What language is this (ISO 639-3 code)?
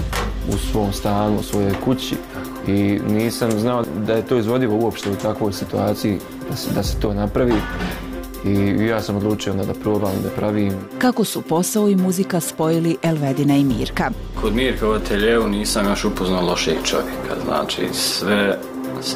bos